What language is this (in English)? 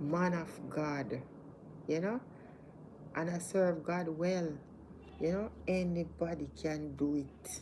Jamaican Creole English